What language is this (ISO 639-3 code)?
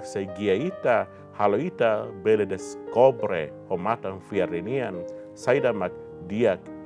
tet